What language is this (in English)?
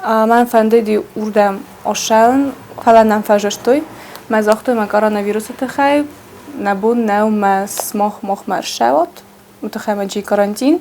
Ossetic